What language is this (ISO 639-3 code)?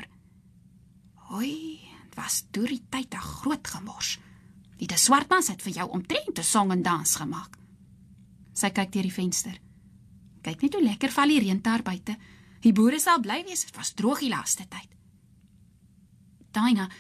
afr